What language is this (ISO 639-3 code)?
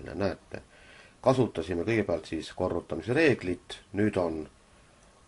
est